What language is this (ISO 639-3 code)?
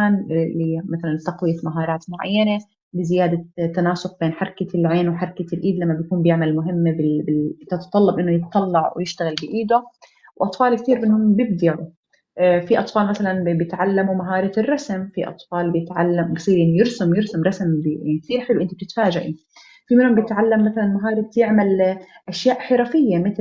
arz